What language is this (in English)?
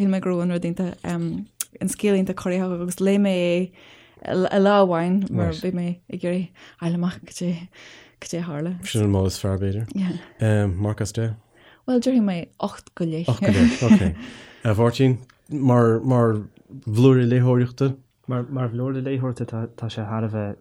Irish